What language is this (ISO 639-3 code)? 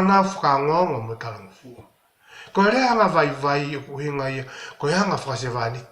ton